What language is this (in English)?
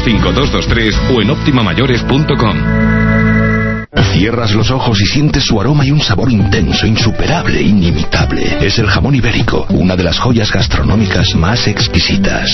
Spanish